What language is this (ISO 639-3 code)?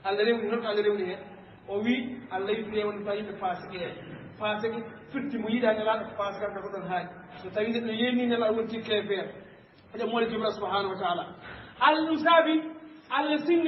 ful